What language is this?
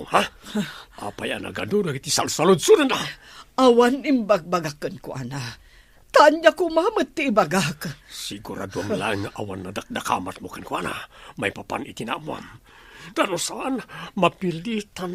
Iloko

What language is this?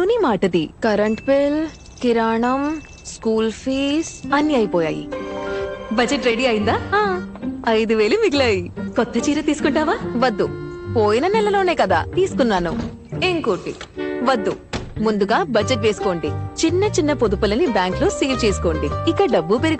Telugu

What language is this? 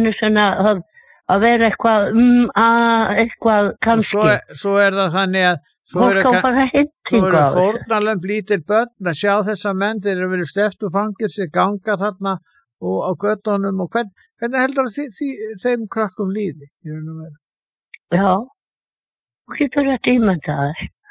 Icelandic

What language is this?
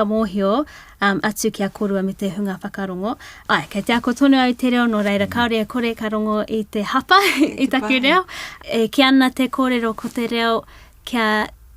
Māori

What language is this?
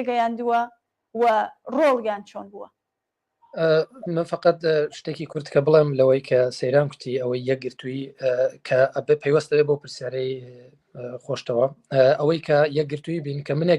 Central Kurdish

